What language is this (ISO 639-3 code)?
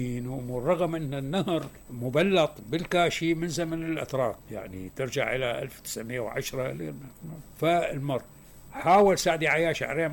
acm